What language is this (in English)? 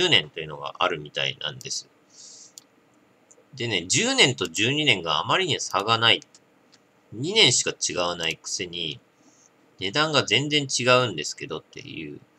Japanese